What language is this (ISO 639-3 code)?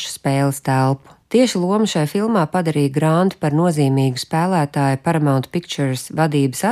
lav